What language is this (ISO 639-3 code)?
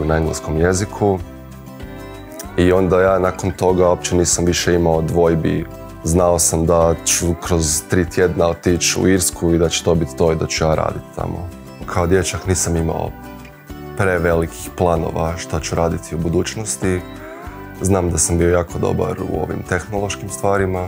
hrv